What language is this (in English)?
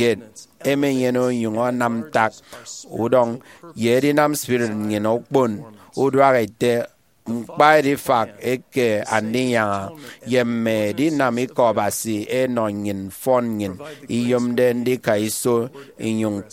Efik